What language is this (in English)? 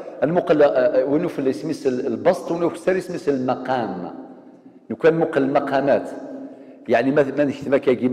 Kabyle